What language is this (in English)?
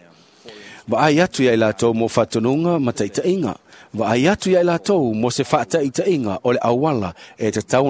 Samoan